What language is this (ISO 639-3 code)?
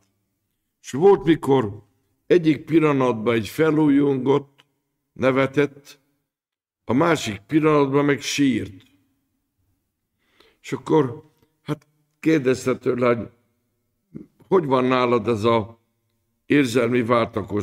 hun